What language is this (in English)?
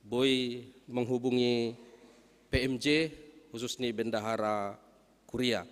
Batak Simalungun